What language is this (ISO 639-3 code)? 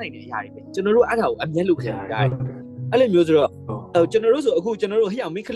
mya